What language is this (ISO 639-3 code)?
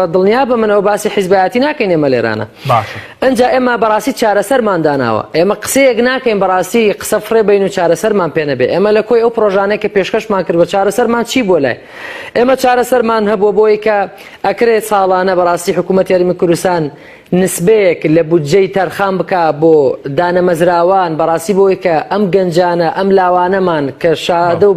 ckb